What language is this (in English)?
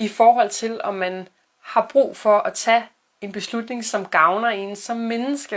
Danish